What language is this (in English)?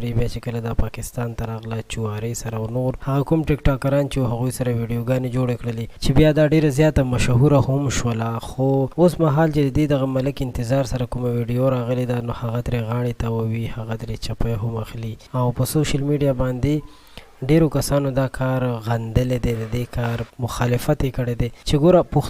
Pashto